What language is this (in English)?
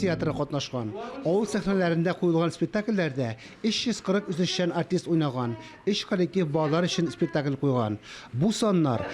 Tatar